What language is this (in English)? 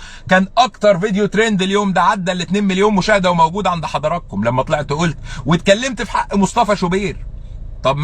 Egyptian Arabic